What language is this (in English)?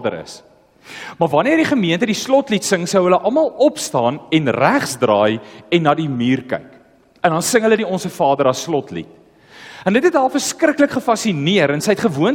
Afrikaans